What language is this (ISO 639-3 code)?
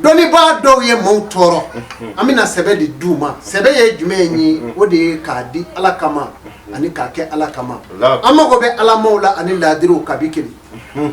bam